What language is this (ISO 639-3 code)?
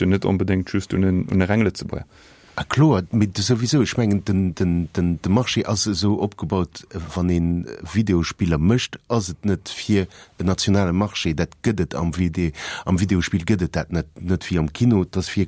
ltz